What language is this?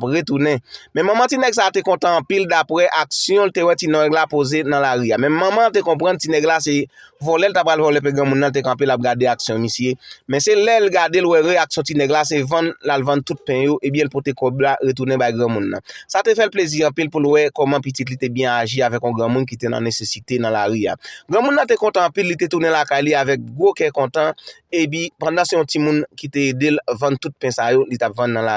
Haitian Creole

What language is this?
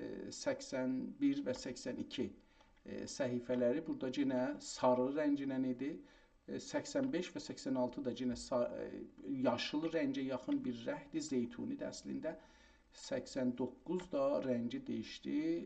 South Azerbaijani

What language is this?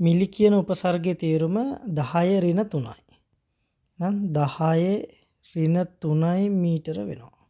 Sinhala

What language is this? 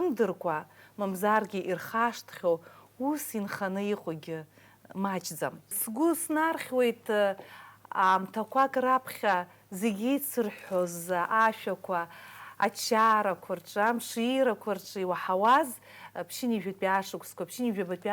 Abkhazian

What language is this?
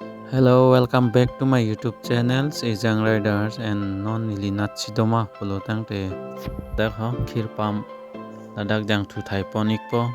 Karbi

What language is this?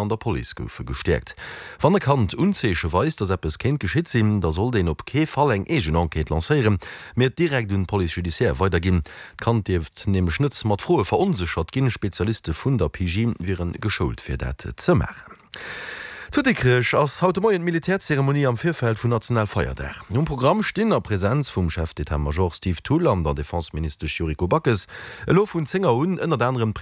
Luxembourgish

